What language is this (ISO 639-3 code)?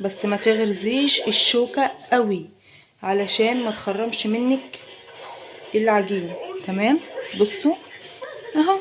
arz